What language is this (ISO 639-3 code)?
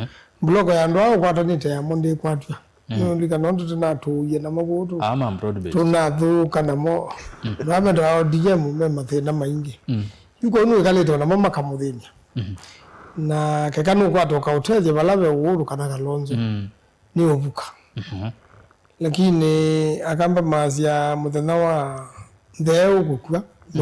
kam